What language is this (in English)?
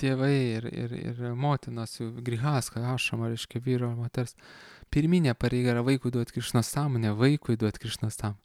Lithuanian